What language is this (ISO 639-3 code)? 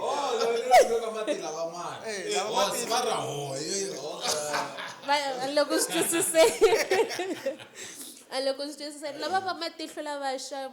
tso